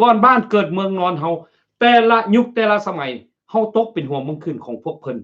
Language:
Lao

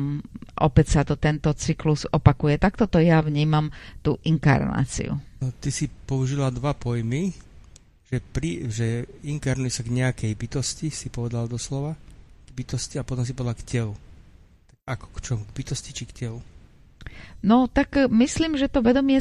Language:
Slovak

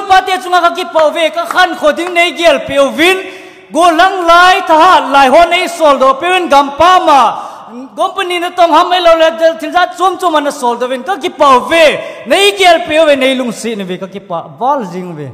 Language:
Thado Chin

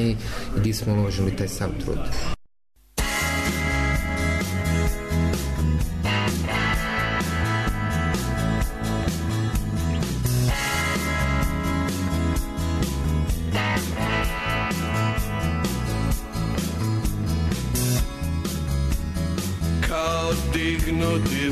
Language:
Croatian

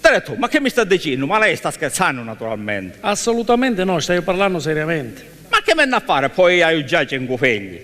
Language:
Sicilian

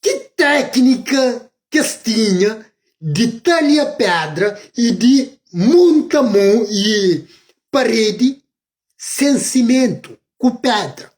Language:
Kabuverdianu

